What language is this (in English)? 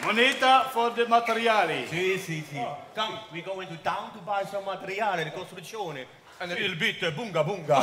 Limburgish